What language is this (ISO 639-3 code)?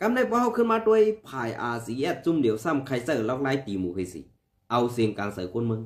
shn